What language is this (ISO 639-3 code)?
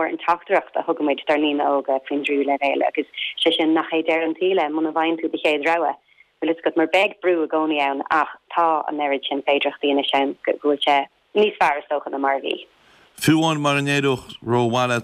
gle